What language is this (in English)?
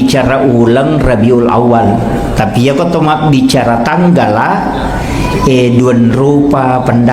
Buginese